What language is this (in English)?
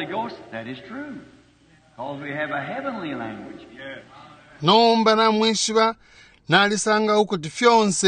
Bemba